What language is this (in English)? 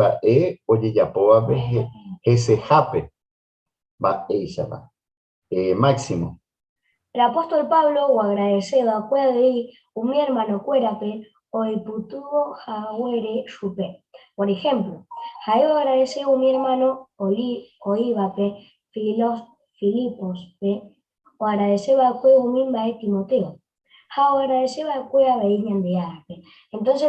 Guarani